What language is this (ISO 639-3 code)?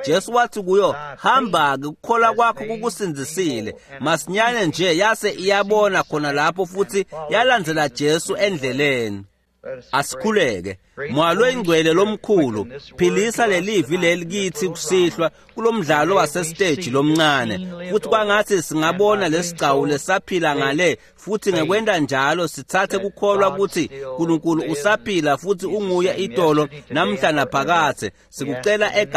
ssw